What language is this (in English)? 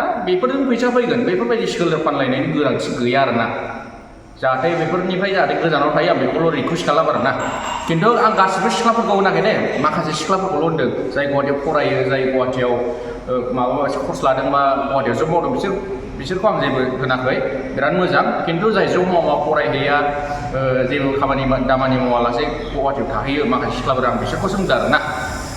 Bodo